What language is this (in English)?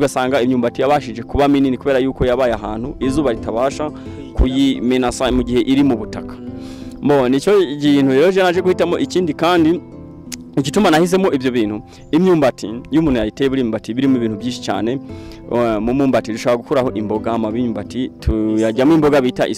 Kinyarwanda